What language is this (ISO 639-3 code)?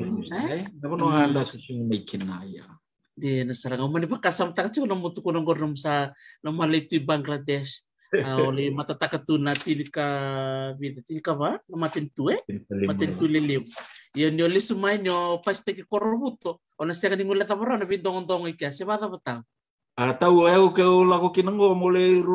fij